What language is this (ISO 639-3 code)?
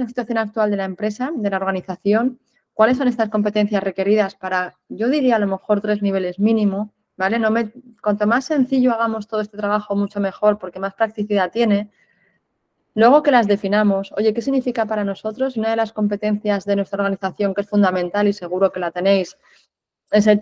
spa